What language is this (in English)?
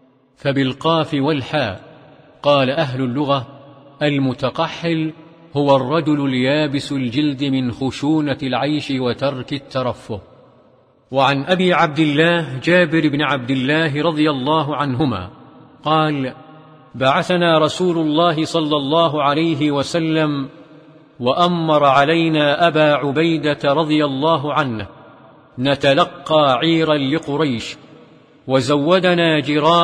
Arabic